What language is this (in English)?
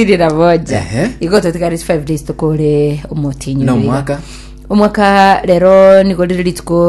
Gusii